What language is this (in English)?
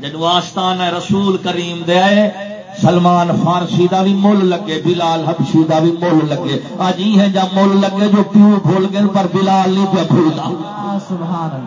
Saraiki